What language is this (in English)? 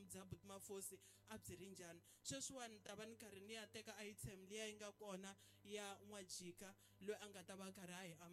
Tsonga